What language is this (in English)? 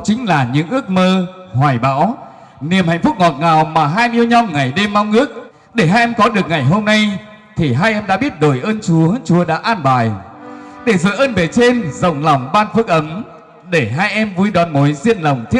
Vietnamese